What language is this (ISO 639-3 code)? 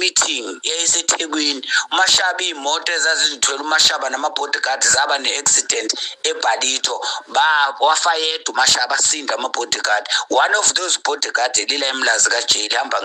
zul